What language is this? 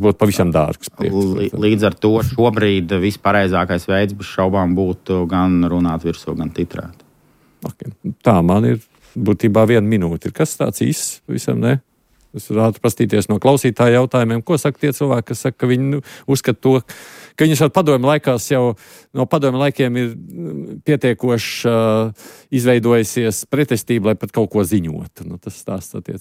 Latvian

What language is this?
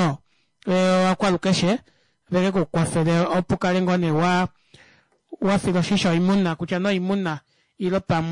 Kuanyama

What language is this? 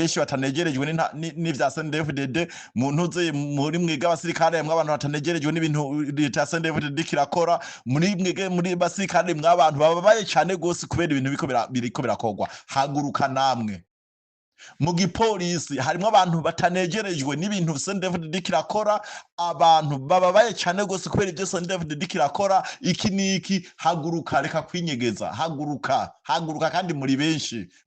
Rundi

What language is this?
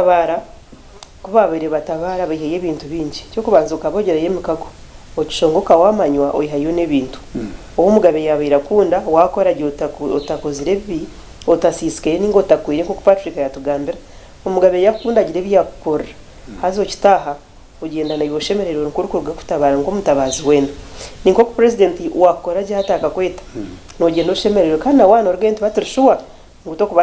Nyankole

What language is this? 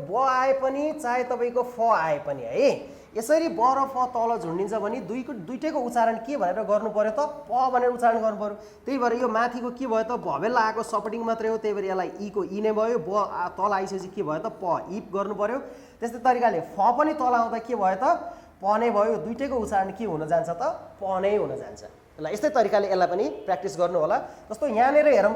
Nepali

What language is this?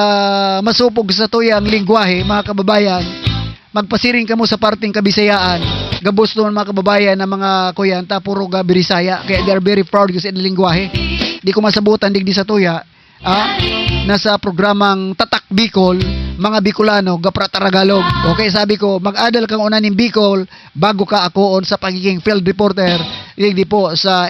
Southern Catanduanes Bikol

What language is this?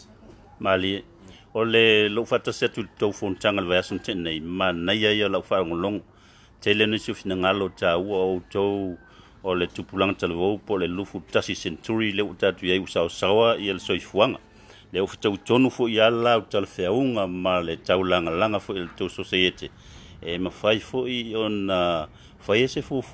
Samoan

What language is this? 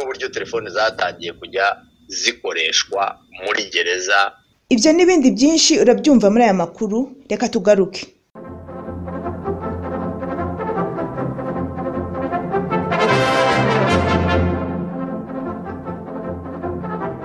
Kinyarwanda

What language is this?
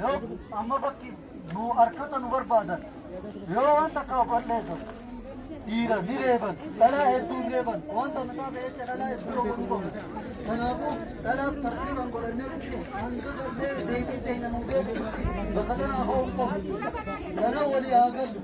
Oromo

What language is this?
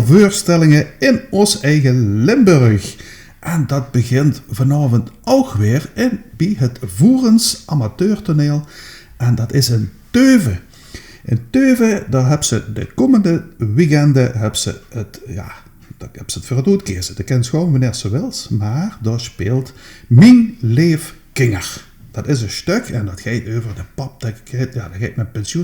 Limburgish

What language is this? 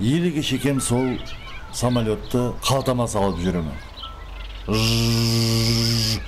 Kara-Kalpak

